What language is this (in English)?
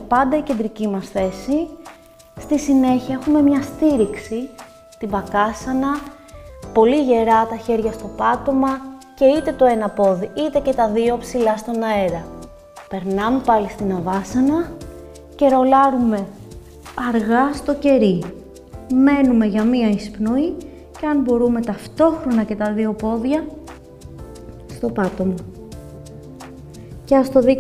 Greek